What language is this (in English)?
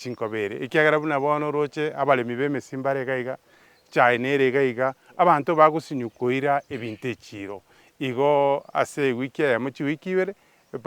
Gusii